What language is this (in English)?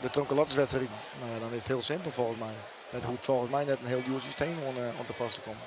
Western Frisian